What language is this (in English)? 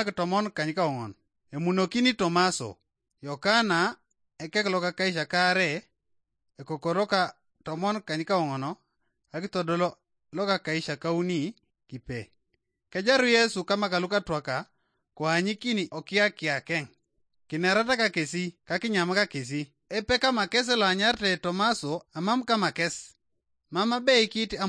Teso